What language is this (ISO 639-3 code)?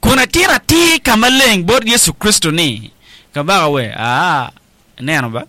ach